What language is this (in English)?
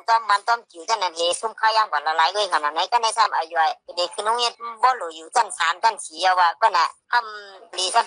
Shan